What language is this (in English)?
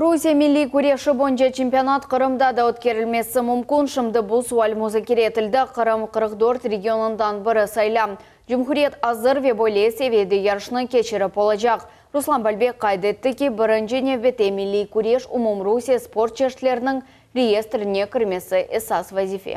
Crimean Tatar